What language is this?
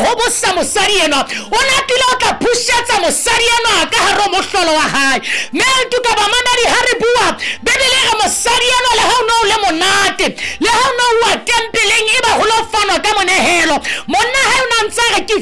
Southern Sotho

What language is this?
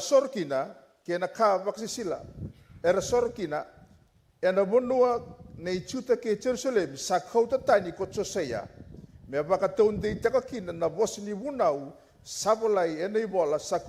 Fijian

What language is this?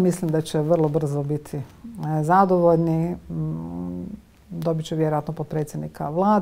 Croatian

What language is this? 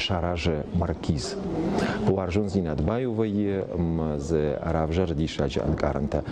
Ossetic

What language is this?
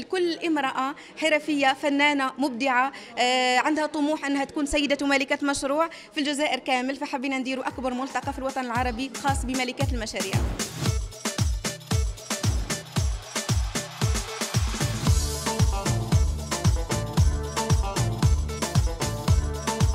Algerian Arabic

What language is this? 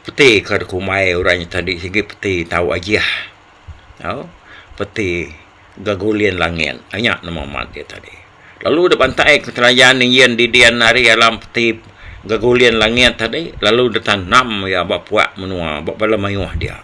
Iban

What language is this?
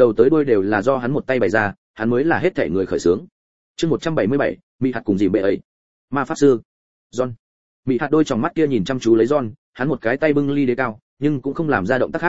Vietnamese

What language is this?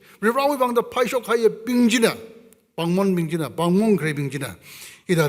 Tangkhul Naga (India)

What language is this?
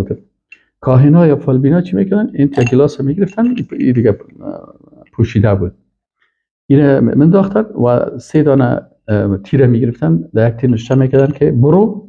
Persian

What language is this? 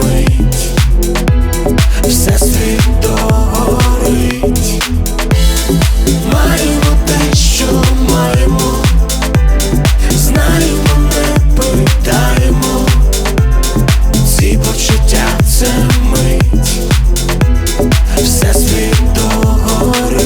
Ukrainian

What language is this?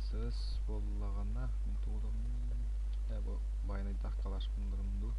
Yakut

